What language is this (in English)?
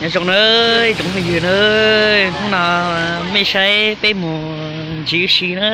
Hmong